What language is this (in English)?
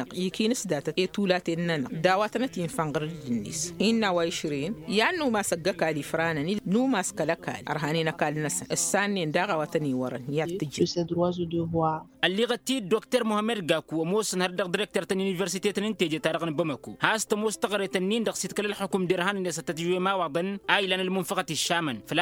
Tamasheq